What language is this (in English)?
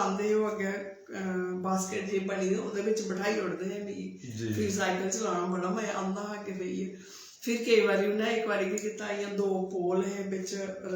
Dogri